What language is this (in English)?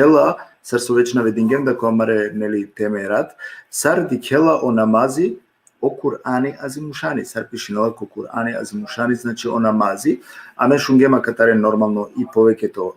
Balkan Romani